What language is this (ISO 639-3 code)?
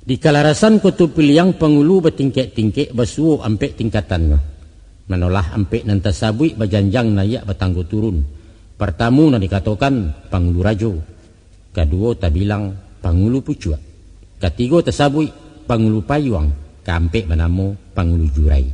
min